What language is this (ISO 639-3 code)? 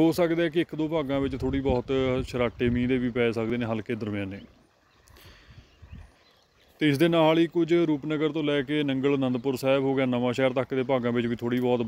pan